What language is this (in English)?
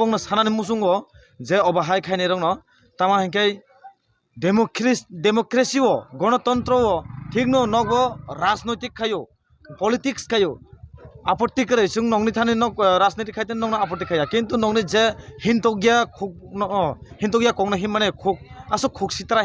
Kok Borok